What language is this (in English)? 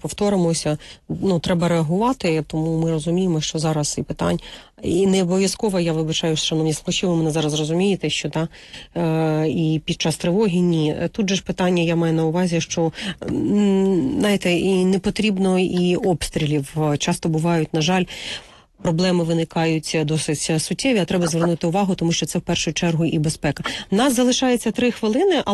Ukrainian